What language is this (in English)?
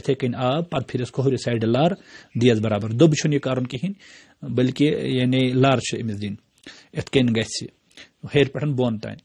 Kashmiri